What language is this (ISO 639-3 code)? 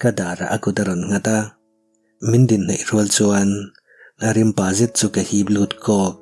lus